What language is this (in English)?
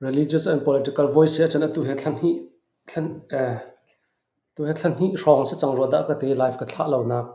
Hakha Chin